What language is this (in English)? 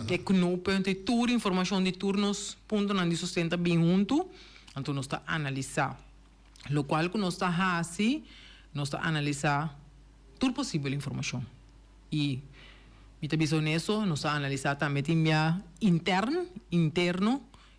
Papiamento